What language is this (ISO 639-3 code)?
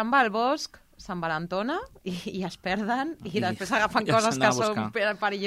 cat